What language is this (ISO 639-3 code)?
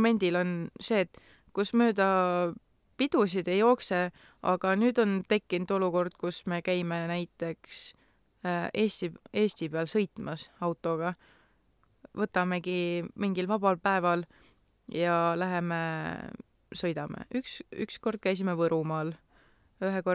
est